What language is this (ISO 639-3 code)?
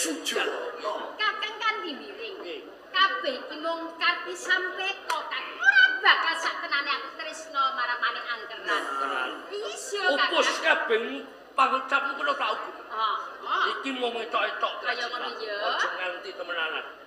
jav